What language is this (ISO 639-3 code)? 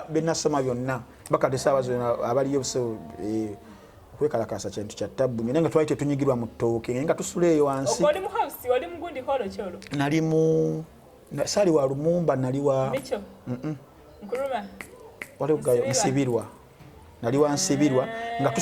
lug